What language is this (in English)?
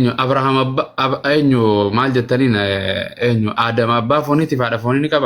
Oromo